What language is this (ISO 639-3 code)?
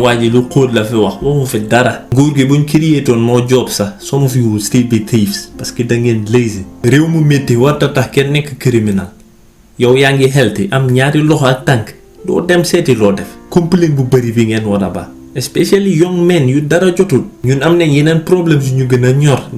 wol